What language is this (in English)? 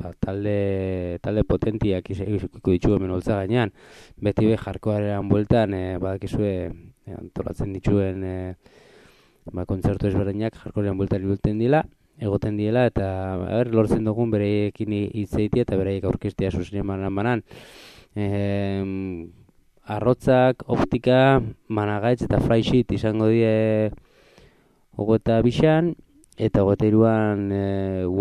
Basque